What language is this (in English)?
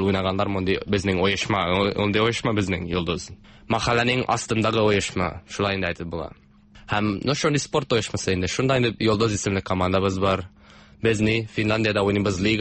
Tatar